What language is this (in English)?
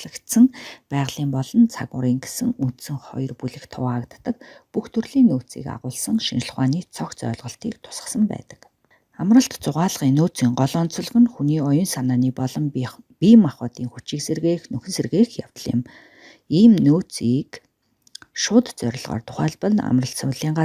Mongolian